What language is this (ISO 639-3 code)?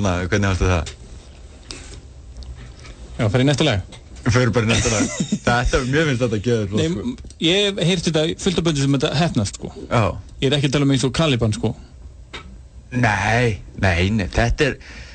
isl